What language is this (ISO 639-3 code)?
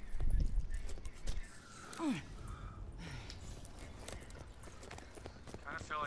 eng